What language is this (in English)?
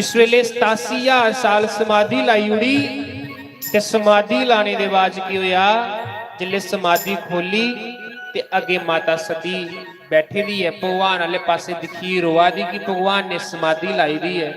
Dogri